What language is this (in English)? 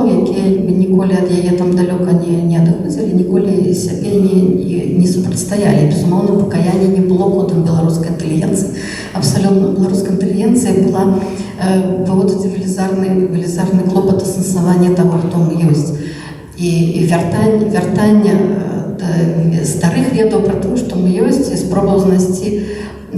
Belarusian